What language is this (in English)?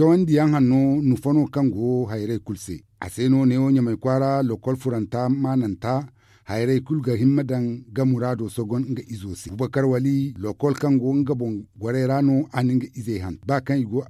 Zarma